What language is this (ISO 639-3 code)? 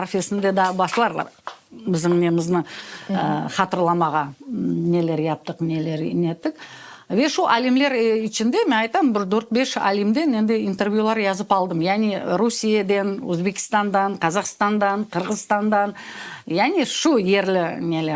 crh